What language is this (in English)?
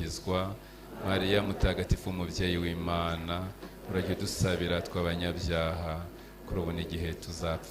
Kinyarwanda